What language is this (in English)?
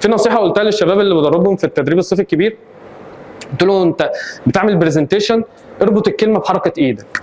Egyptian Arabic